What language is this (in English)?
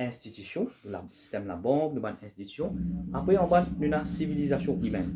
Morisyen